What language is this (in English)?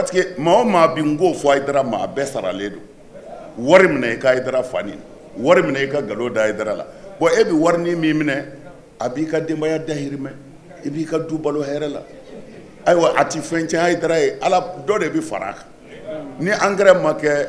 Bambara